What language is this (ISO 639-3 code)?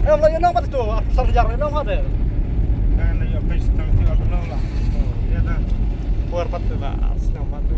kha